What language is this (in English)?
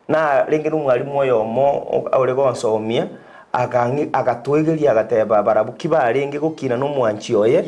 Gusii